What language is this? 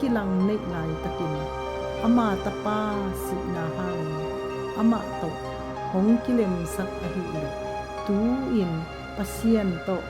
Tedim Chin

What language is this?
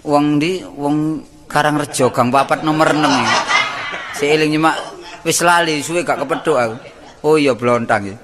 Javanese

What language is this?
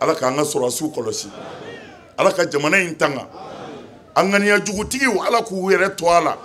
Bambara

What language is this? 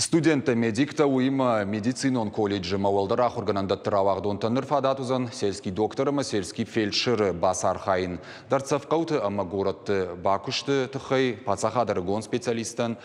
Ossetic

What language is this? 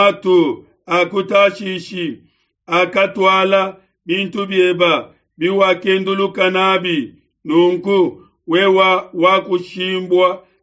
Luba-Lulua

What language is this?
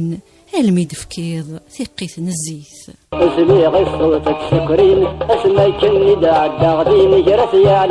Kabyle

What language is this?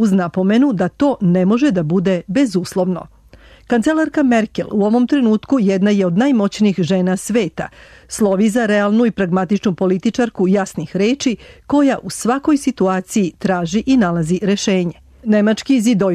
Serbian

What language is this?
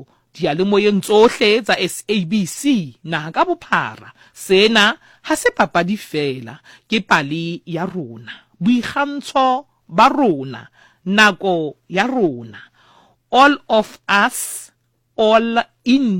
Southern Sotho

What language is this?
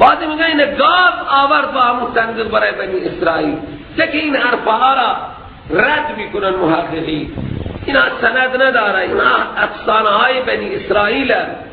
Persian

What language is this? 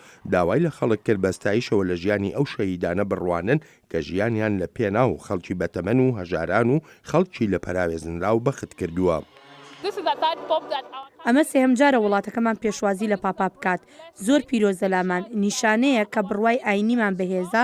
Central Kurdish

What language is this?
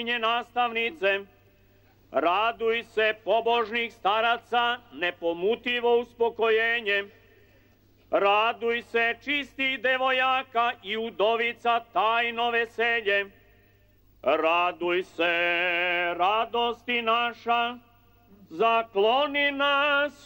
Serbian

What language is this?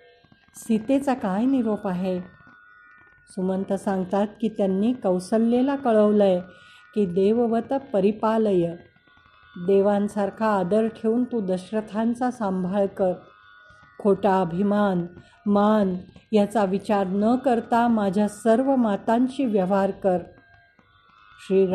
Marathi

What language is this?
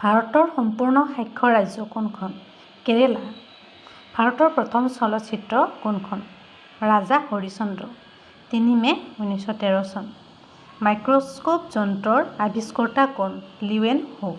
Assamese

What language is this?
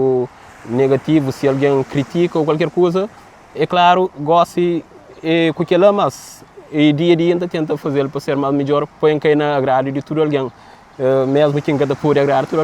Kabuverdianu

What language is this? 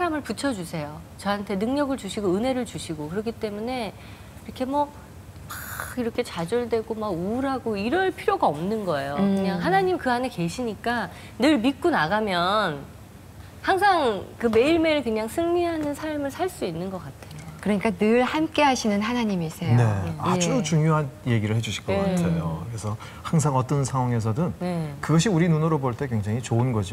Korean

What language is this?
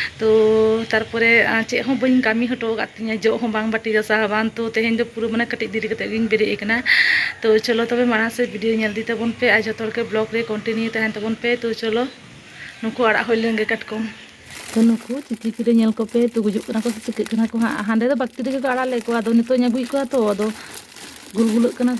Santali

